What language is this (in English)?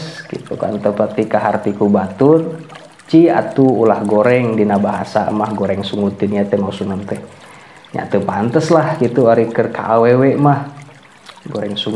Sundanese